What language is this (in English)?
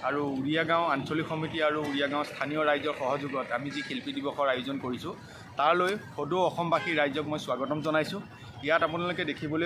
Assamese